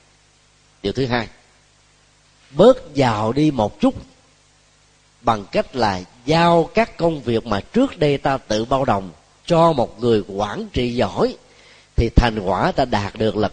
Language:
Vietnamese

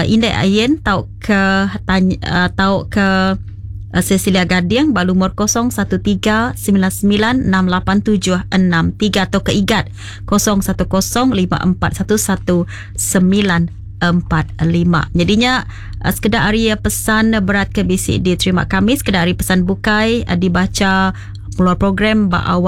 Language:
Iban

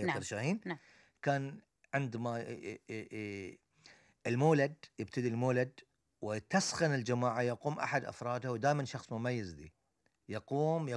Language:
Gulf Arabic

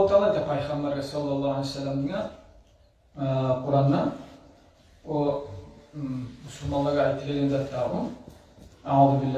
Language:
Kumyk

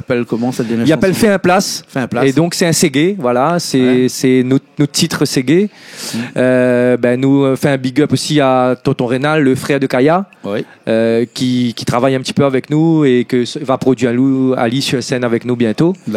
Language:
Réunion Creole French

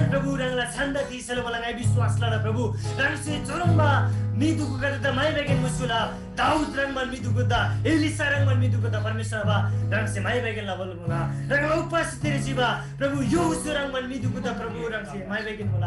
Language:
Eastern Tamang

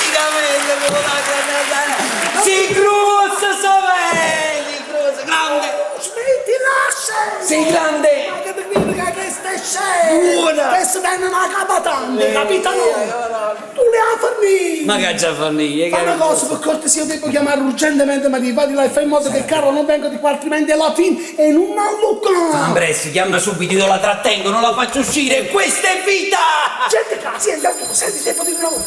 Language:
Neapolitan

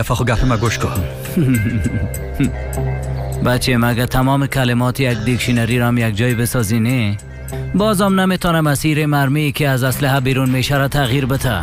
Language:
Tajik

